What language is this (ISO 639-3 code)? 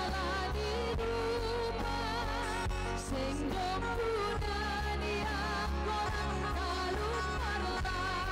bts